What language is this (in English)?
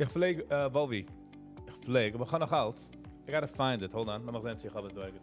Yiddish